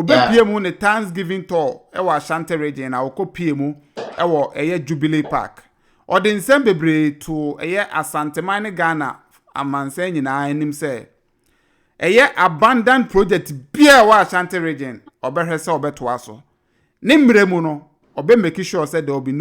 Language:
Akan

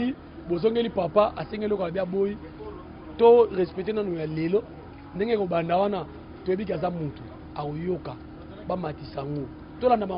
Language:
Lingala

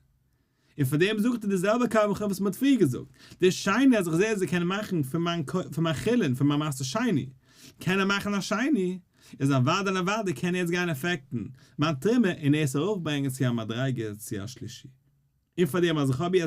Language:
Yiddish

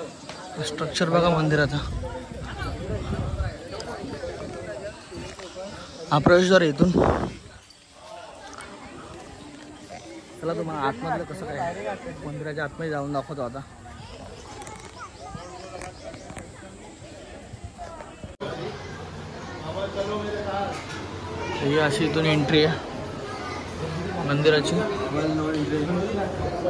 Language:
Marathi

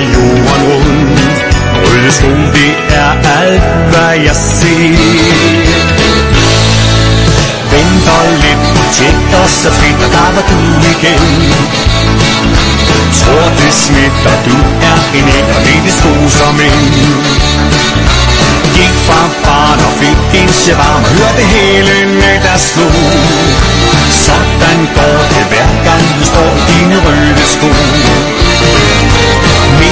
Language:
Danish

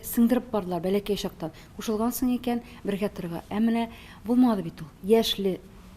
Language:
Tatar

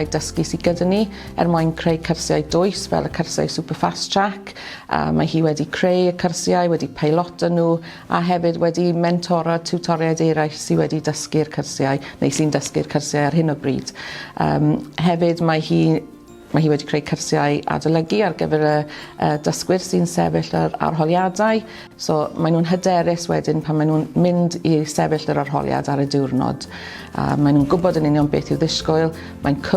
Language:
Welsh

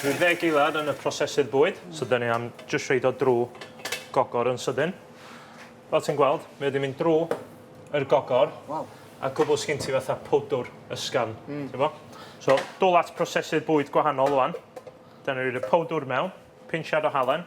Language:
Welsh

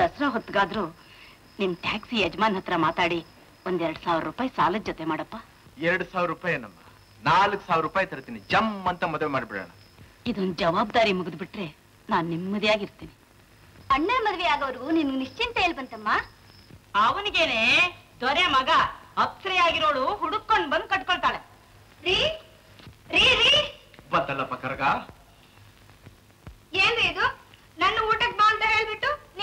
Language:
Kannada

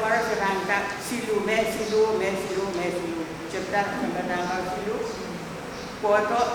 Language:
Pohnpeian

